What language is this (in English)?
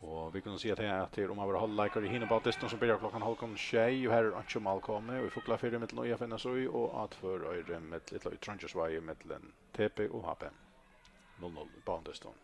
Faroese